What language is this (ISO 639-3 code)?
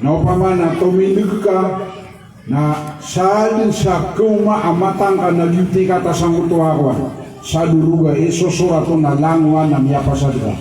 mrw